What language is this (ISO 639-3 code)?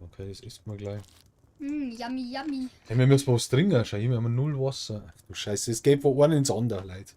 bar